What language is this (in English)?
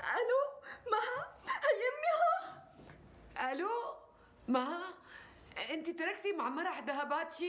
North Levantine Arabic